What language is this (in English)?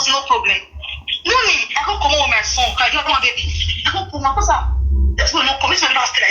Nigerian Pidgin